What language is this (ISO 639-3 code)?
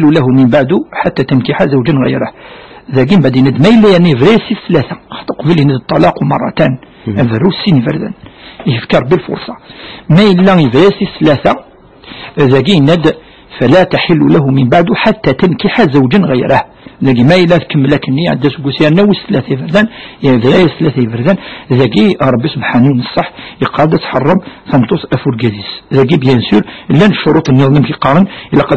kab